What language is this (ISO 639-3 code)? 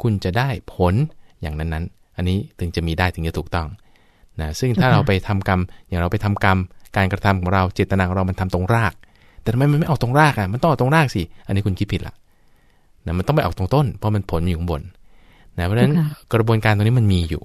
tha